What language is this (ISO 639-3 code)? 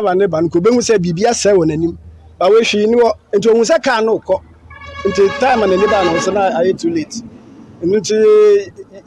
aka